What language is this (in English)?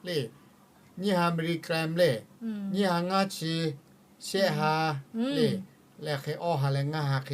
Lahu